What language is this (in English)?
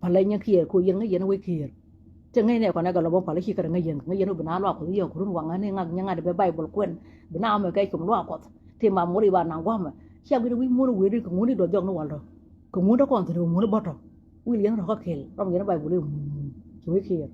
Nuer